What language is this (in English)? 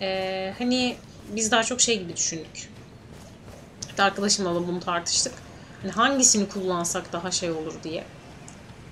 Turkish